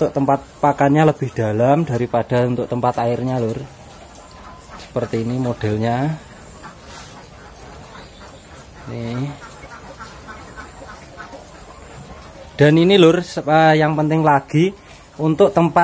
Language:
Indonesian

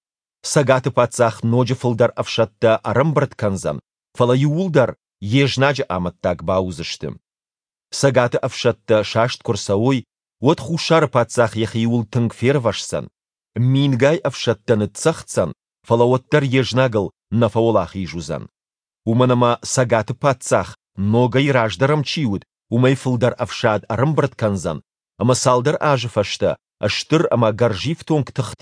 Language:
Ossetic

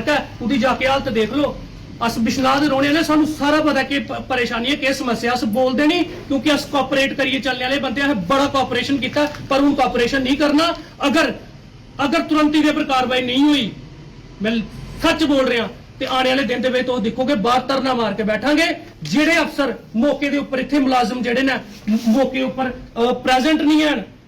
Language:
Dogri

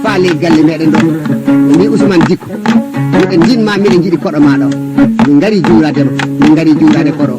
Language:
Fula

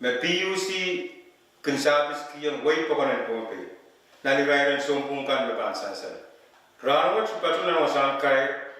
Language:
Pohnpeian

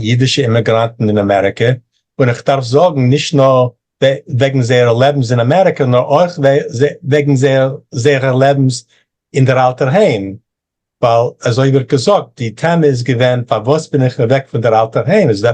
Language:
Yiddish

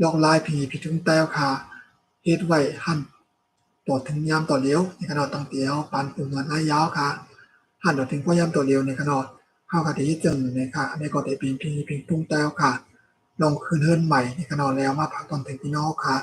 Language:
Shan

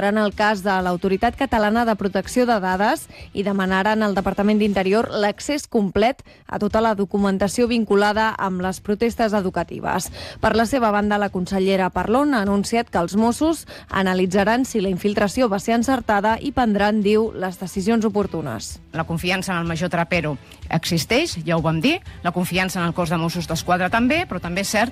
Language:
Catalan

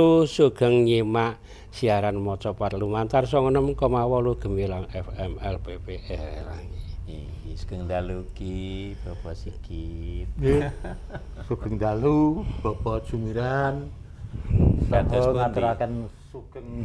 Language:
Javanese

